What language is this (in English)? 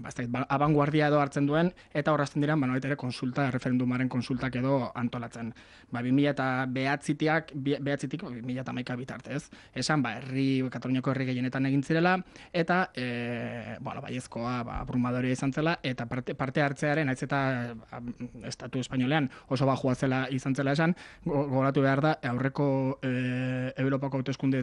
Basque